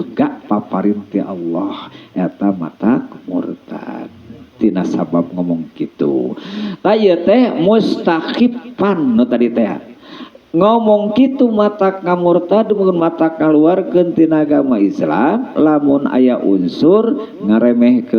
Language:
Sundanese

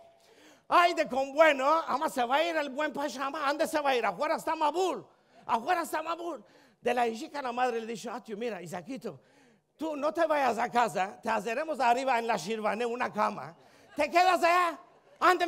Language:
Ladino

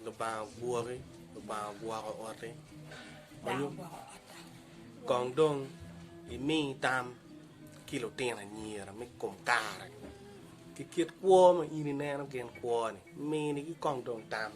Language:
Acoli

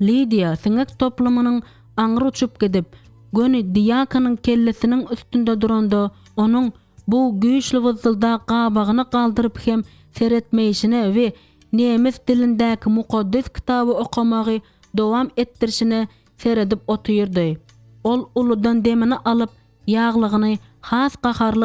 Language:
Turkmen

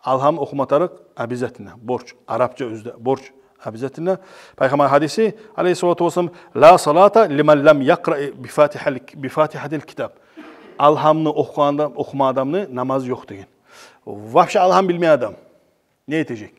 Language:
Kumyk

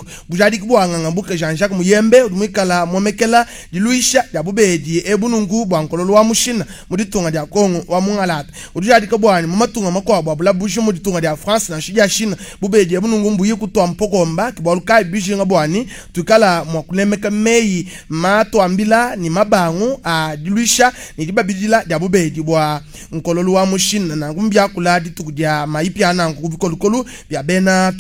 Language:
Luba-Lulua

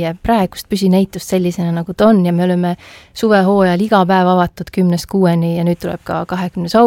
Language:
Estonian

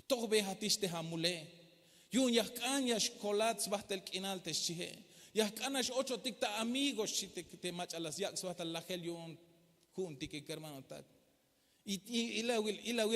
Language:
Tzeltal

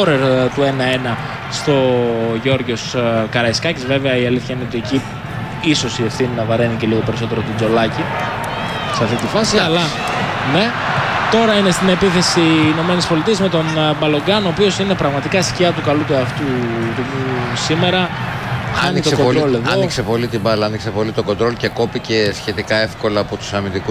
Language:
Greek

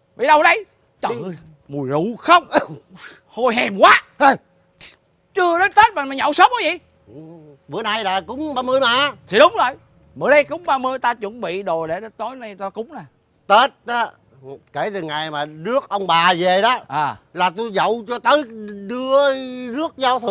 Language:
Vietnamese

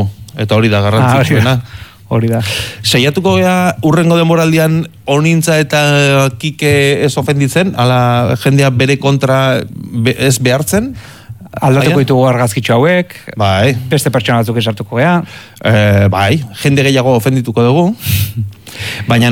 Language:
Basque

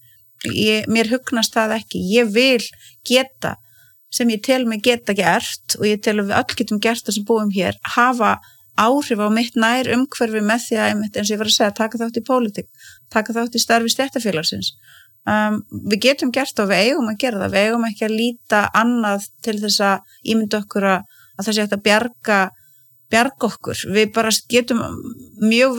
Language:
Icelandic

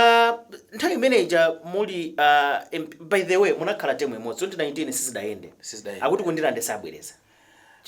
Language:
Nyanja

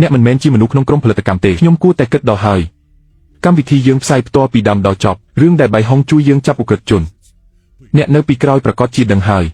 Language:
Khmer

